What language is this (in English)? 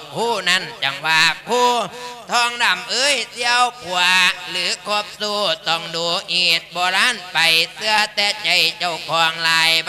Lao